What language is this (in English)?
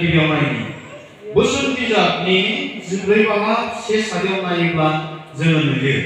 Bodo